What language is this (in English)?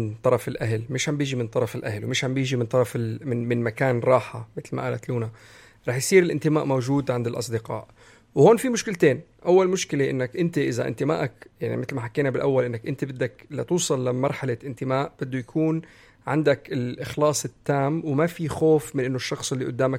North Levantine Arabic